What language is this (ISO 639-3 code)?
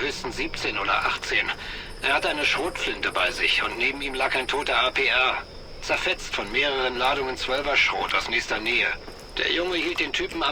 bar